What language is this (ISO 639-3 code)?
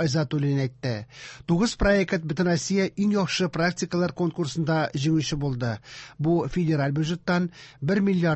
tat